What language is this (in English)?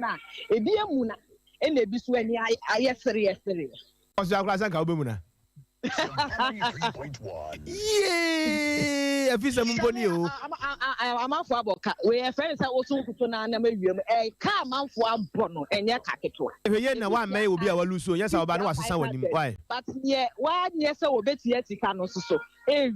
Akan